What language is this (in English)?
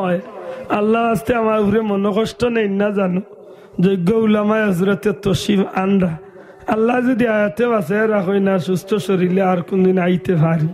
Sylheti